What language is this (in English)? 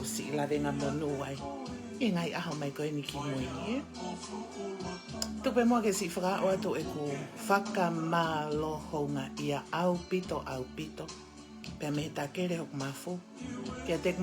Tongan